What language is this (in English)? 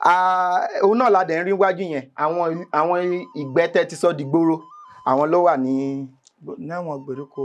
Yoruba